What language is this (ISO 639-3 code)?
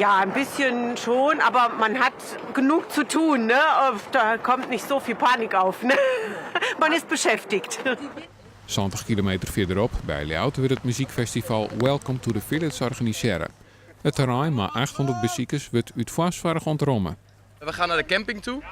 fry